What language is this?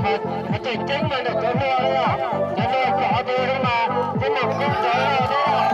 Hmong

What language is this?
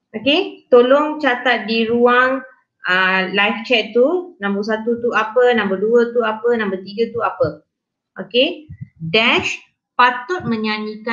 Malay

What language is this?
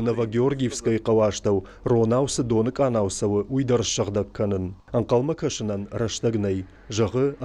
Ossetic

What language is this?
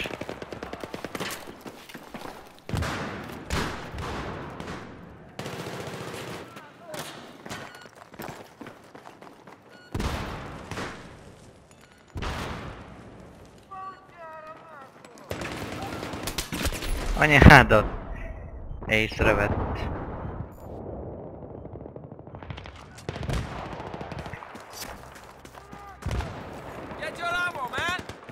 Hungarian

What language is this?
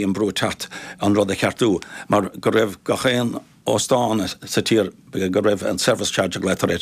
Irish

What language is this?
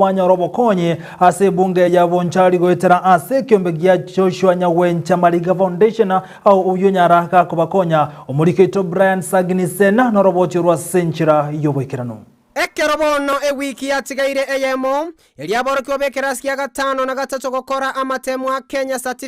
Gusii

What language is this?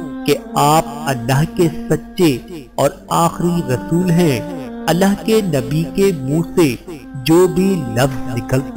Urdu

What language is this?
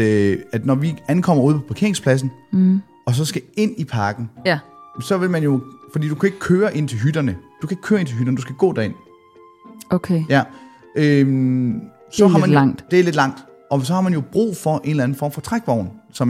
Danish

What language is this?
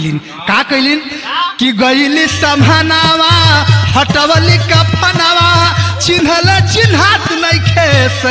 Bhojpuri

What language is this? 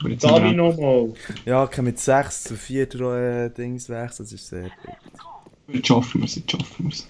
Swiss German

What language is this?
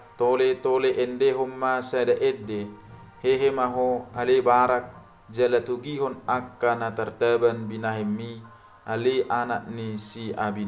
Batak Toba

